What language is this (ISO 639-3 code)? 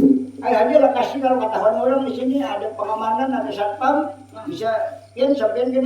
bjn